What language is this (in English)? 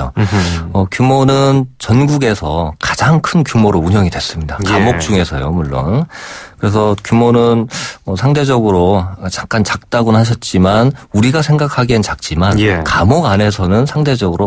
Korean